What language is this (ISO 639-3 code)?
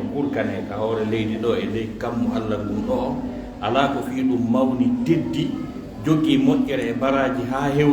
fuf